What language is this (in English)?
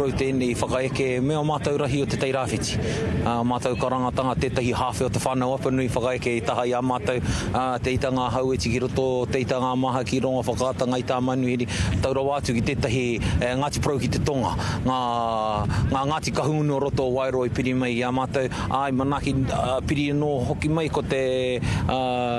Māori